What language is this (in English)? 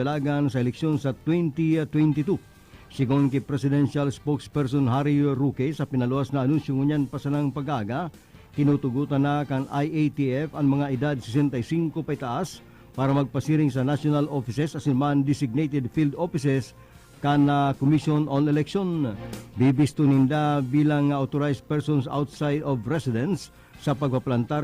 Bikol